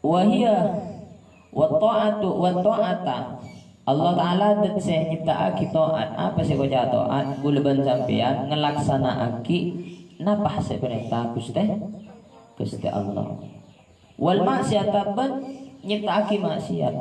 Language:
Madurese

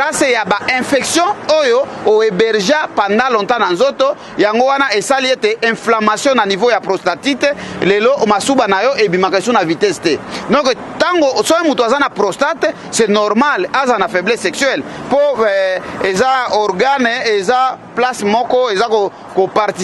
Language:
Lingala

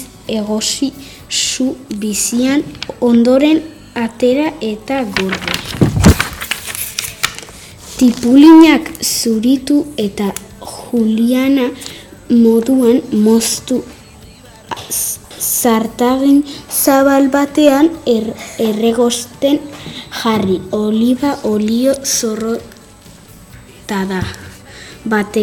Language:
Basque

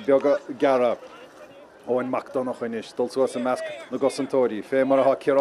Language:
Irish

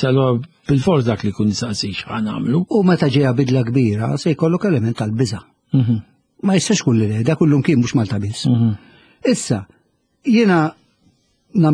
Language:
Maltese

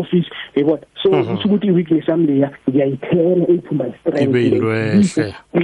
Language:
South Ndebele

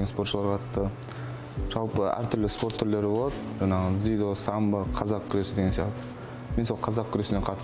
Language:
Kazakh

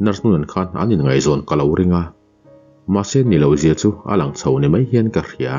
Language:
Mizo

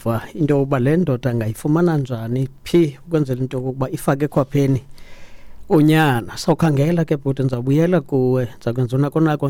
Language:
Xhosa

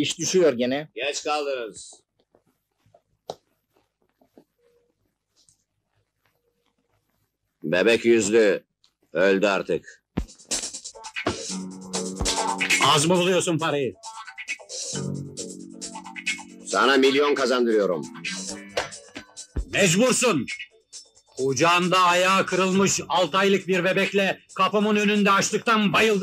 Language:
Turkish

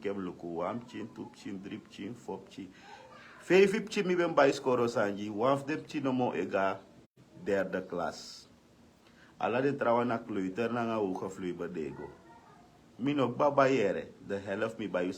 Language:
Sranan Tongo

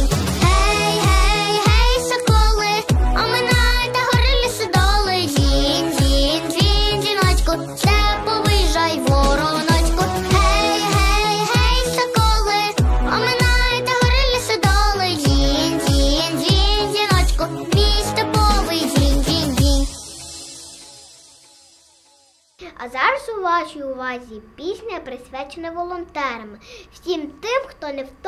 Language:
Ukrainian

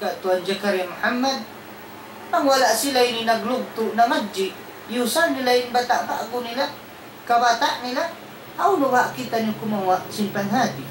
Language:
Tausug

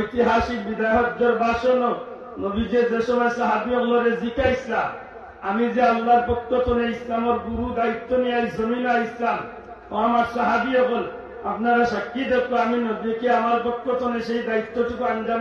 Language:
Sylheti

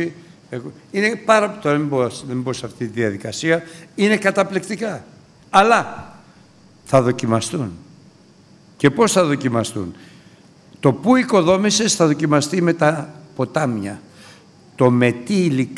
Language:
Greek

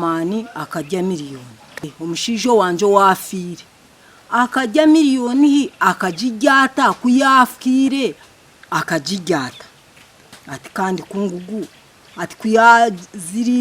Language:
Nyankole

